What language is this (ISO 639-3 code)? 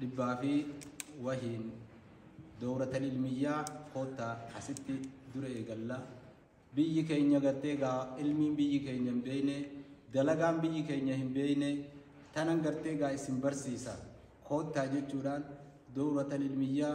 orm